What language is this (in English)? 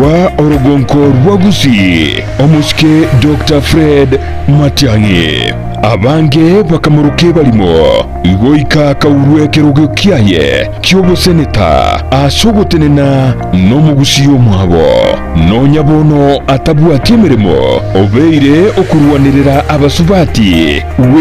Gusii